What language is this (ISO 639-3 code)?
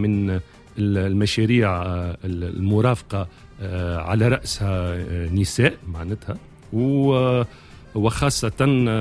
aeb